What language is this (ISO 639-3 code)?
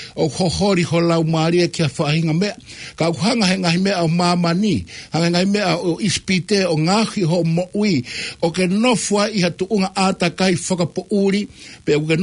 ton